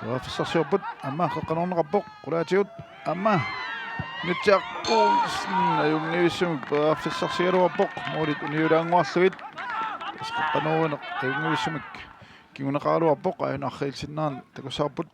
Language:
Kalaallisut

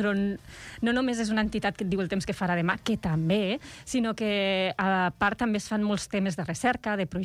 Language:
Catalan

